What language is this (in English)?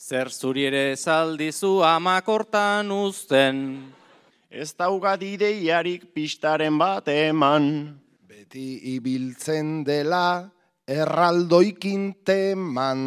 Basque